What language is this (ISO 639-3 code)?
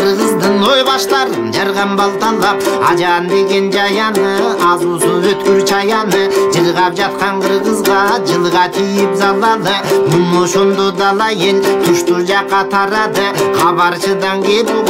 kir